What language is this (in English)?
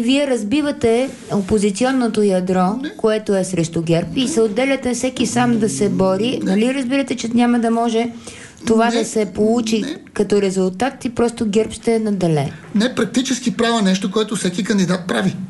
Bulgarian